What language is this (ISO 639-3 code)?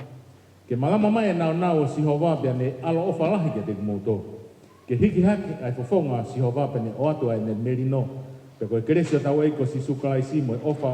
ton